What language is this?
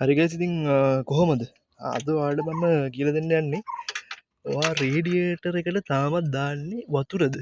Sinhala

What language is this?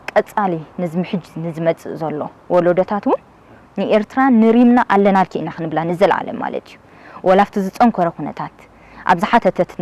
Tigrinya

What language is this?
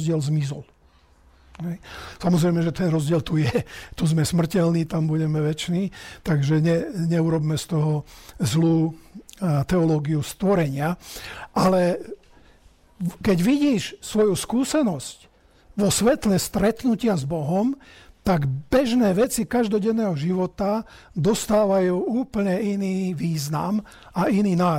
Slovak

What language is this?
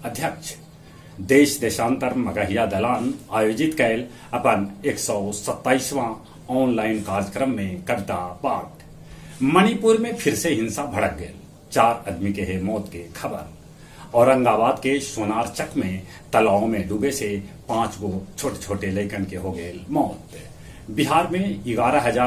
Magahi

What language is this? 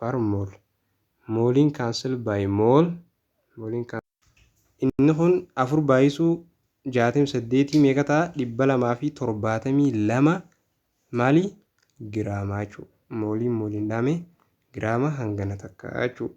Oromo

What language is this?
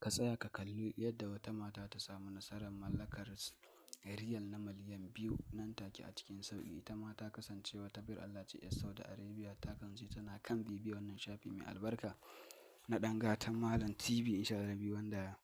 Hausa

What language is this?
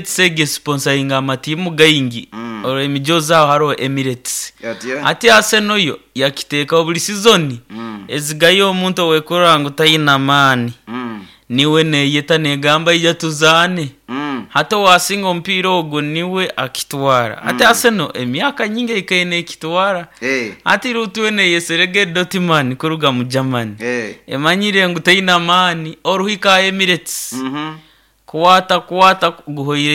Nyoro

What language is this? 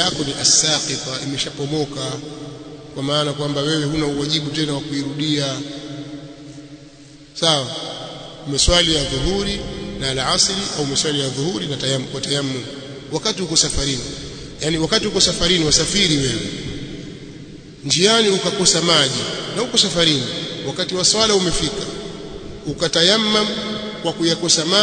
Swahili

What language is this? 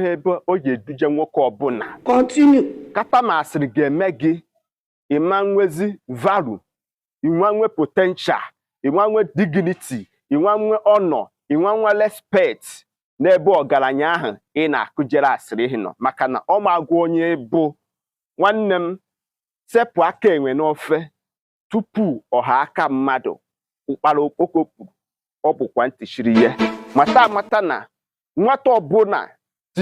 Igbo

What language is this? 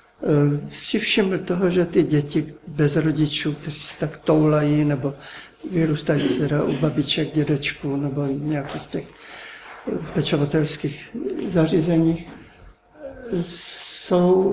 Czech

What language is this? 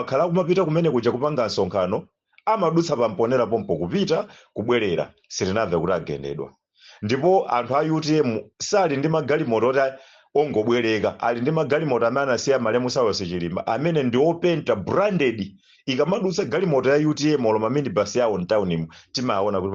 Nyanja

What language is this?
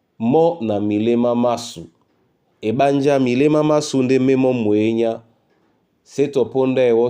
Duala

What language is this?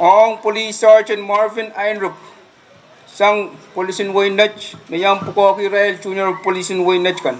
Pohnpeian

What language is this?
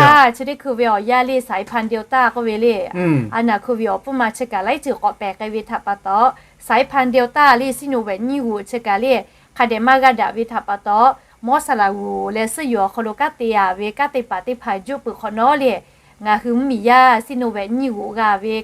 Lahu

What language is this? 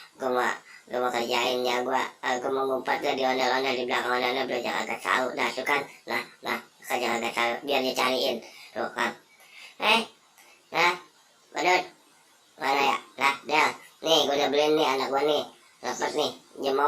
Betawi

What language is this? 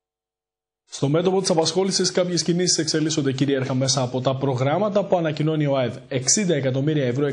Greek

